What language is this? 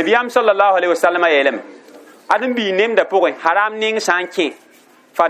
Mossi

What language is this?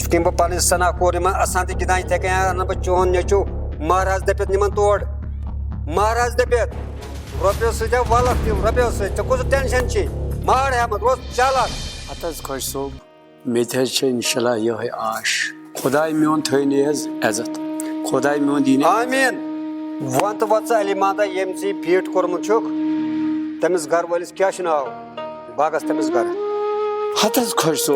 Kashmiri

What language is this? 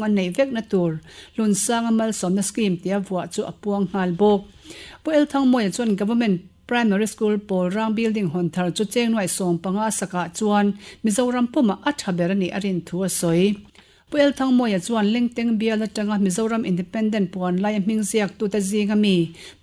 Mizo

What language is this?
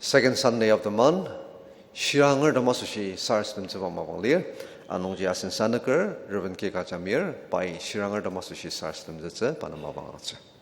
Ao Naga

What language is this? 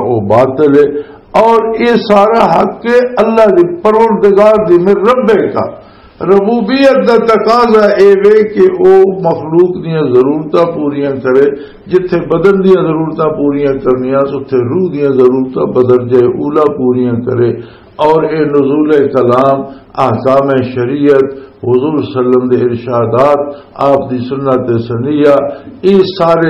Western Panjabi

